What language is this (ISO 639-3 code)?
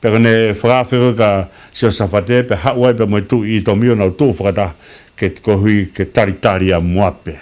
ton